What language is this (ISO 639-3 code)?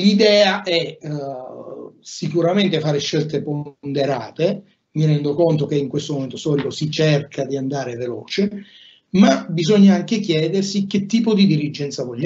ita